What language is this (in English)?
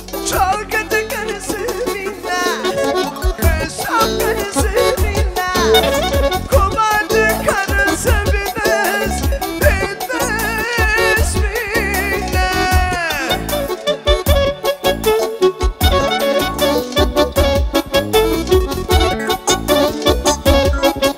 Turkish